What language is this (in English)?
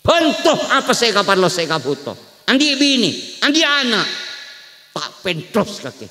Madurese